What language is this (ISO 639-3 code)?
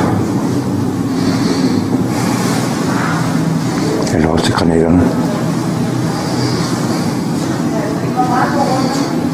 dan